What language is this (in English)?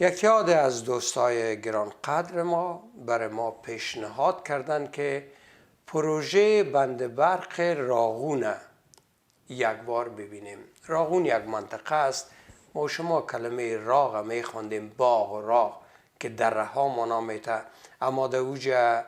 Tajik